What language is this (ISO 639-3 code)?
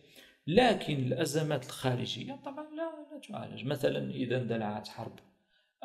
ara